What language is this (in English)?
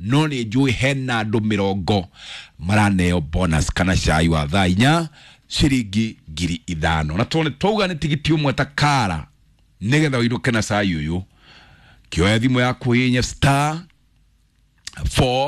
Kikuyu